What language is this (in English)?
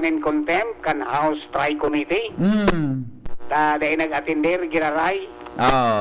Bikol